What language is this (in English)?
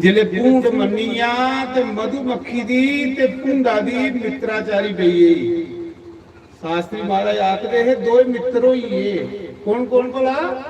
Dogri